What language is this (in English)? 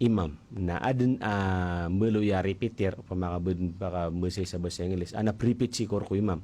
Maranao